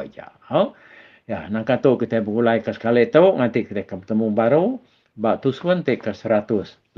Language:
Iban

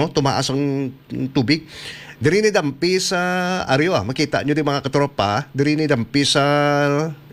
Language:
Hiligaynon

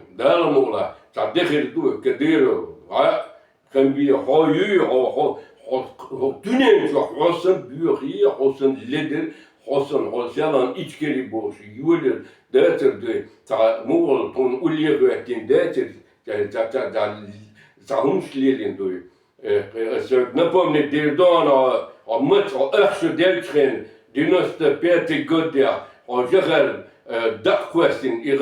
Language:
Chechen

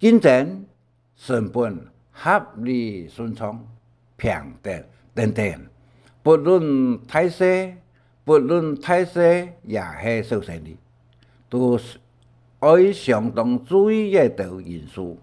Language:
Hakka Chinese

